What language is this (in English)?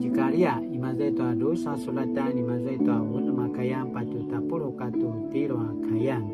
Paiwan